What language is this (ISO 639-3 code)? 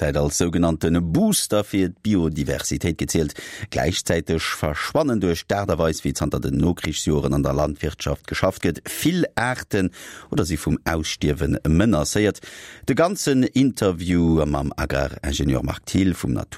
ltz